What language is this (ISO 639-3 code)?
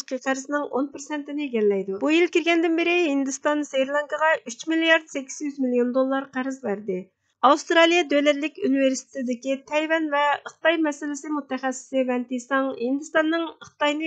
uig